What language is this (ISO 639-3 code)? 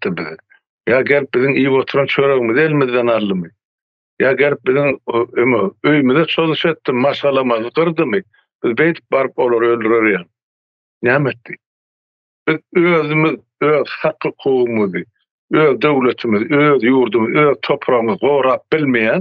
tuk